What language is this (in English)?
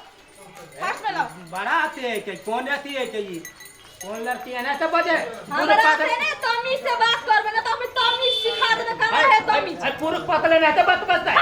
Maithili